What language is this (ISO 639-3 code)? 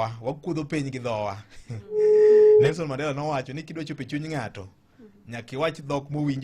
luo